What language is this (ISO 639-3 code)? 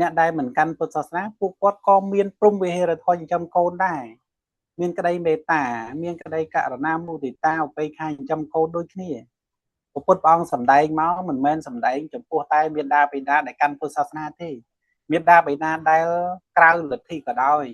khm